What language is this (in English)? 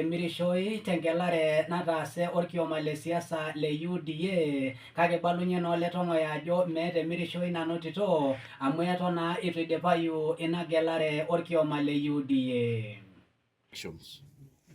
Masai